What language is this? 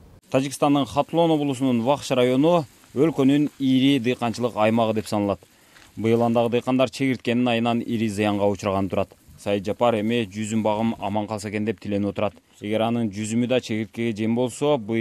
Kyrgyz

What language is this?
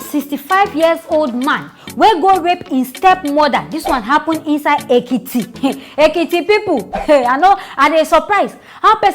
Nigerian Pidgin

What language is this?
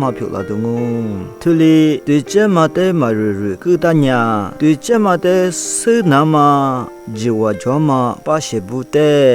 Lisu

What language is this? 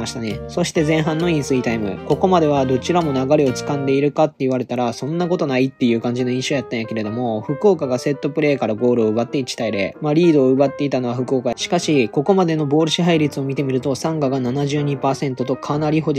Japanese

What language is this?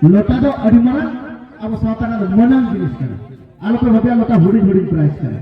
Santali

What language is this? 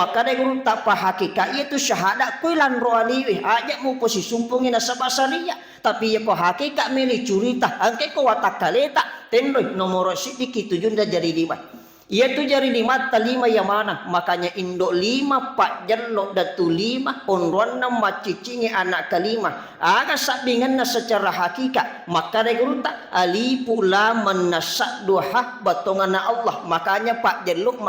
Buginese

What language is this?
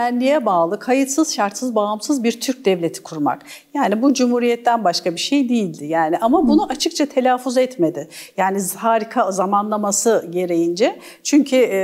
Turkish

